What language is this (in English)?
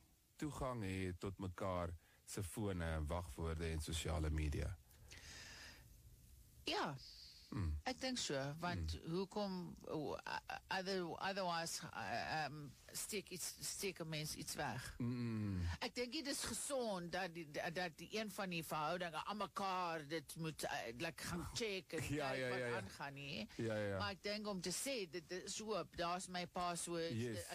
Afrikaans